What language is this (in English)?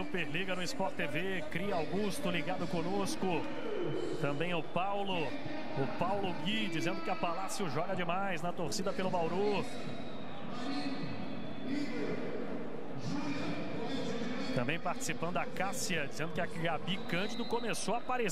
Portuguese